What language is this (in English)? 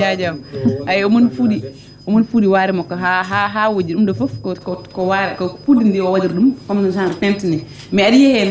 Fula